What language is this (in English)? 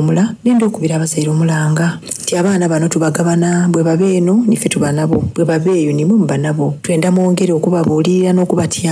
Soga